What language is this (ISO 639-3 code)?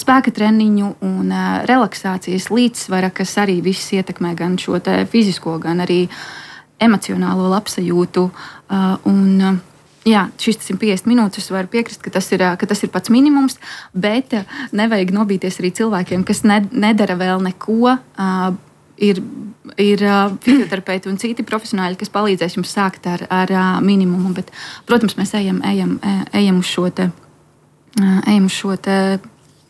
lav